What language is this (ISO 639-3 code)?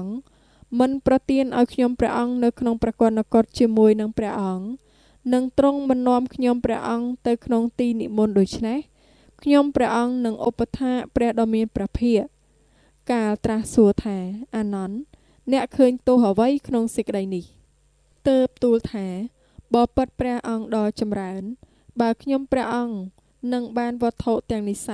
khm